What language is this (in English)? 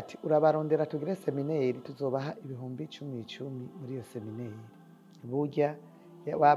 Rundi